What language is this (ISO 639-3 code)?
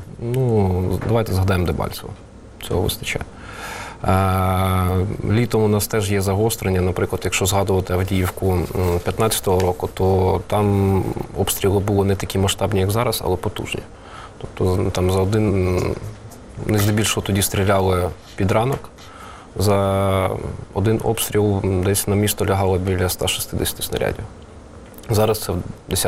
ukr